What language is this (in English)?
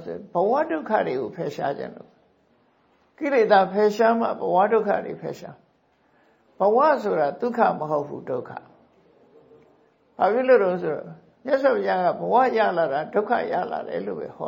Burmese